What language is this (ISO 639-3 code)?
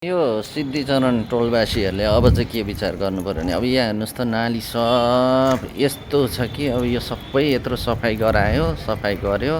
nep